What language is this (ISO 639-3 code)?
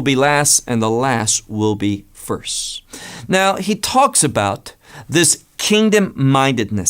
eng